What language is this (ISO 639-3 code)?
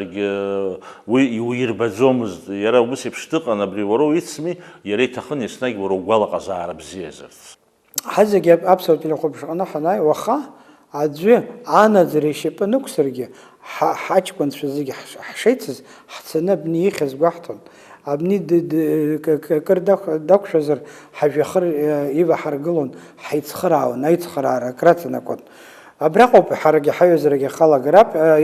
abk